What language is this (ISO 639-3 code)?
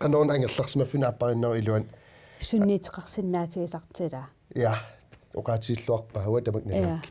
kal